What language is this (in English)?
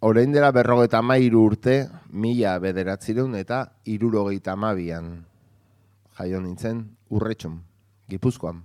Basque